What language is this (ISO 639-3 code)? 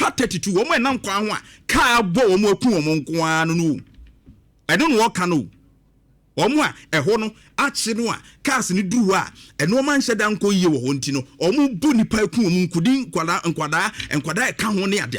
aka